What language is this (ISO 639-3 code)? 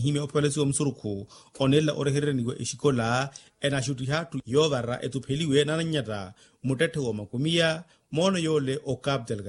vmw